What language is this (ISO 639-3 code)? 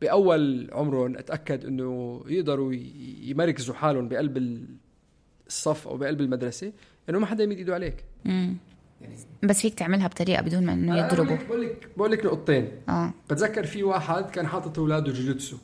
apc